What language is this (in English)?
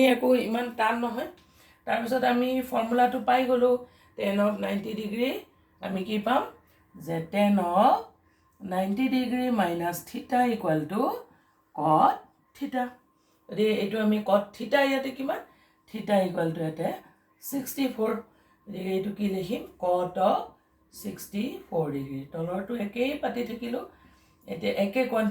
Assamese